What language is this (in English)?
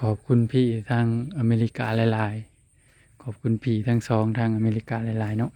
Northeastern Thai